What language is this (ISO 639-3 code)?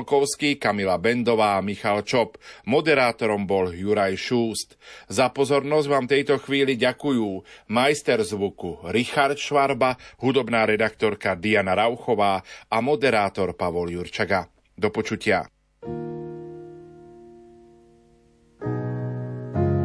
slk